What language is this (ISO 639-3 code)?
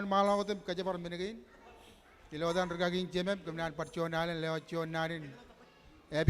mah